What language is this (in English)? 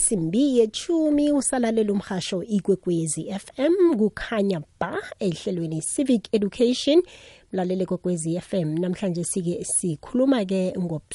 South Ndebele